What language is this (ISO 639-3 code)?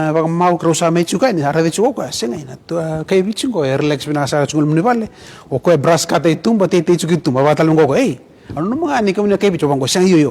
fij